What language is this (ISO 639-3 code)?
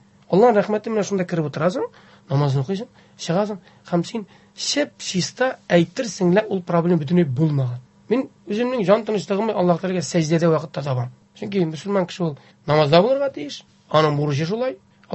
tat